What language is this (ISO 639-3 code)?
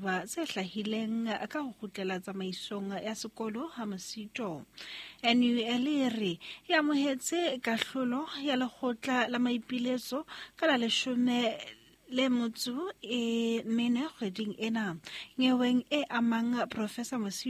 sot